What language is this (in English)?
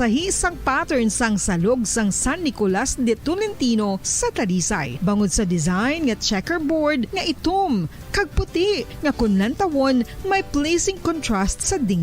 Hiligaynon